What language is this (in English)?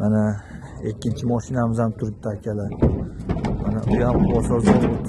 Uzbek